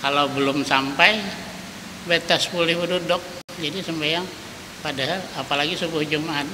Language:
Banjar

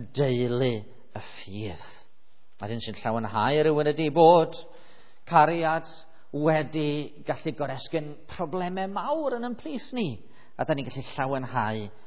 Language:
Welsh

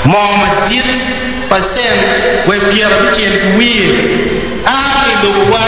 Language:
Acoli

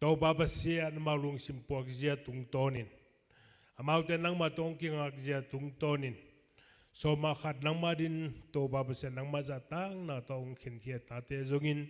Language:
Tedim Chin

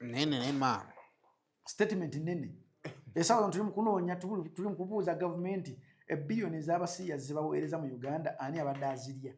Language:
Ganda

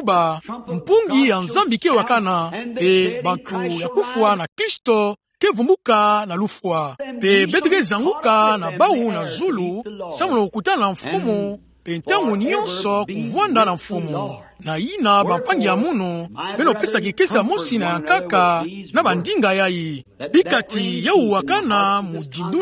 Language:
Kituba (Democratic Republic of Congo)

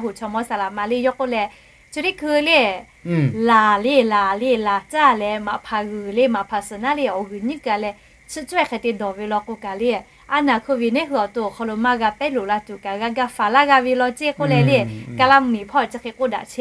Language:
Lahu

